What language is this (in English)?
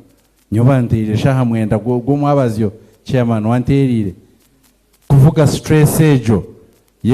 Nyankole